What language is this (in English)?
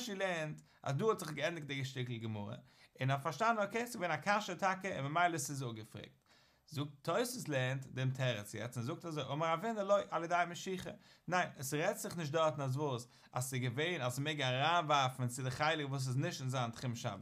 Yiddish